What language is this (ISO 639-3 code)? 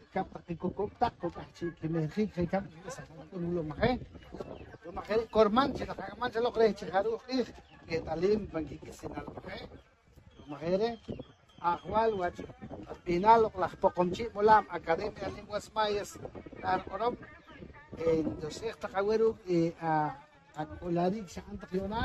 poh